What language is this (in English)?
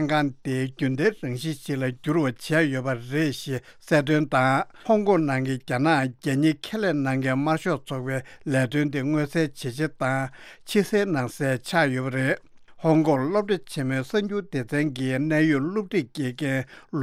Tibetan